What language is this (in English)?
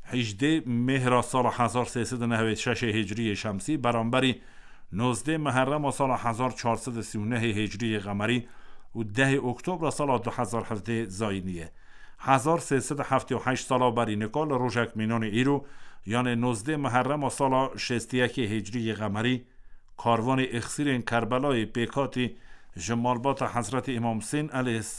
Kurdish